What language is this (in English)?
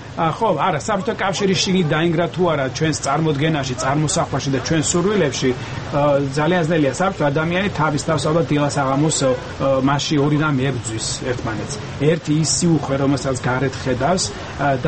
Georgian